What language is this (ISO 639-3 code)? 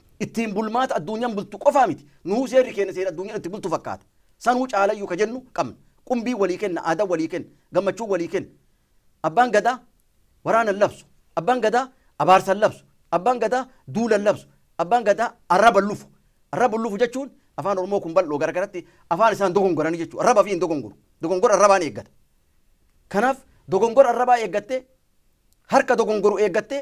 orm